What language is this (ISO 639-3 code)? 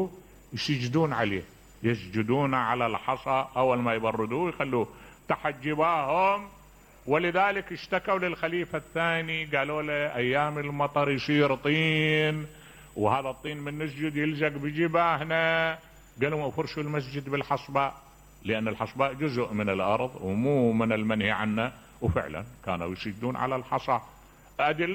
acm